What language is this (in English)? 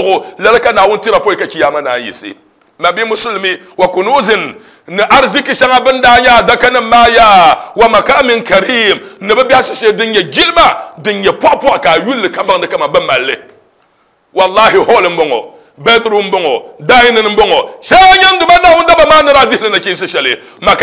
Dagbani